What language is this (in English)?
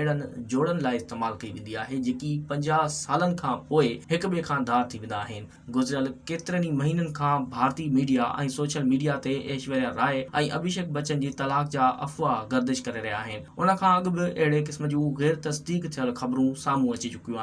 Sindhi